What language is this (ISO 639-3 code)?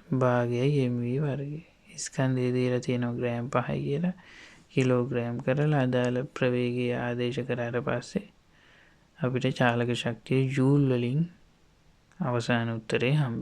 sin